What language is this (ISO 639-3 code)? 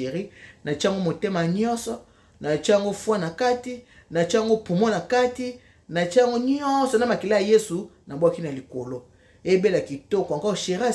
lin